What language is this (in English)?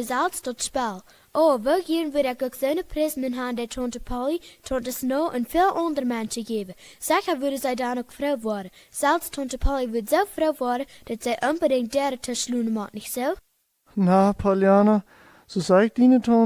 Plautdietsch